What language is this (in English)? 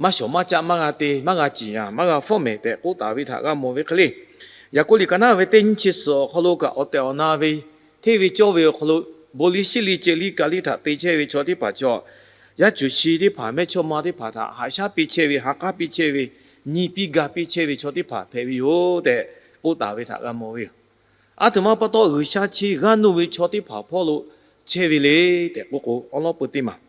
Lahu